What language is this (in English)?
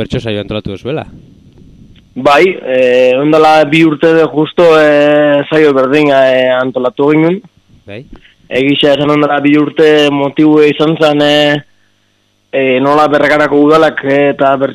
Basque